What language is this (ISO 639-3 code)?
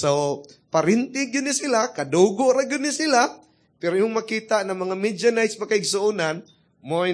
ceb